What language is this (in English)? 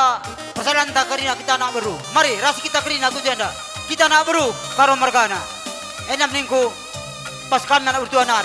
Batak Karo